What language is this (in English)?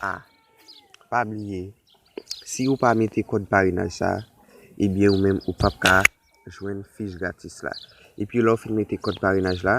Haitian Creole